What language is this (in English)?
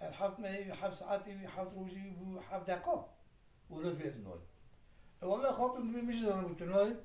Kurdish